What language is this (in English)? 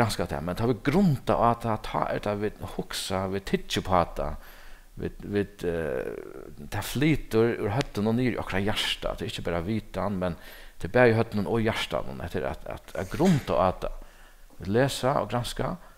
Faroese